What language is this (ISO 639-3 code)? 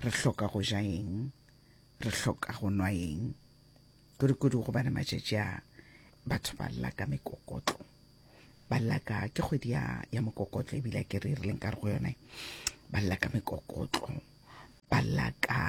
nso